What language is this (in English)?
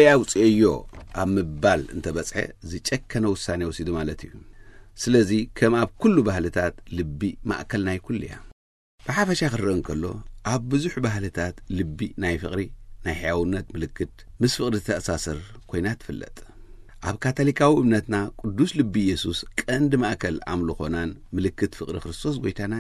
Tigrinya